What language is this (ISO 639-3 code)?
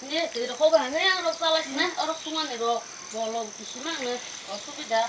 trp